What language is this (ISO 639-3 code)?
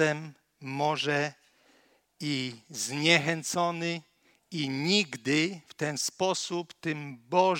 pol